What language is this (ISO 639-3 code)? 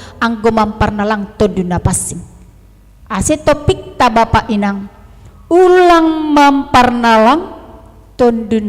bts